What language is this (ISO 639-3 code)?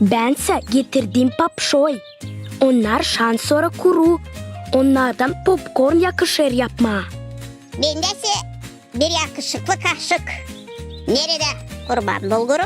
gag